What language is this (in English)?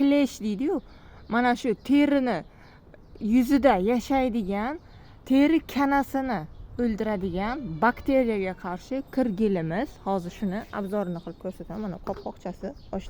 Uzbek